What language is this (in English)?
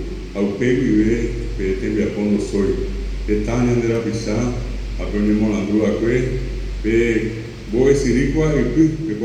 Guarani